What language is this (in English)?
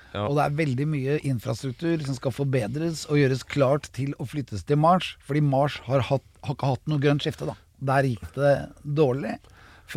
Norwegian